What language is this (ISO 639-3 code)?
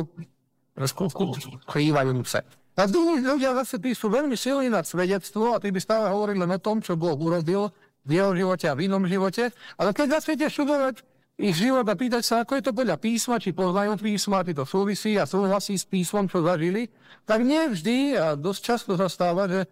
slk